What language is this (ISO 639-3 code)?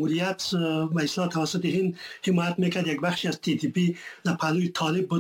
fas